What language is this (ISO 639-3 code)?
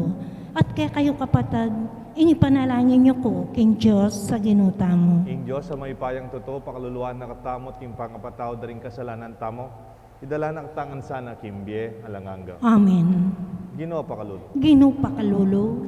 pam